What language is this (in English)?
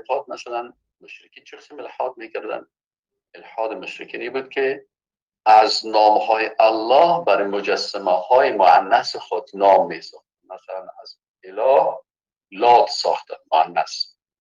Persian